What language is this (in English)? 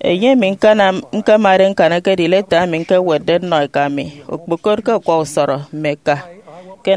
Efik